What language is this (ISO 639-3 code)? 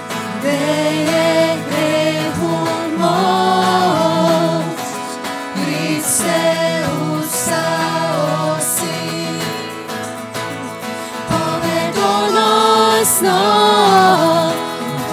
srp